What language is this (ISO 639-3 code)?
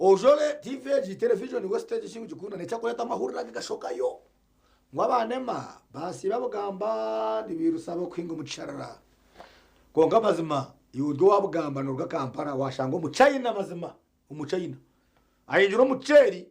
nyn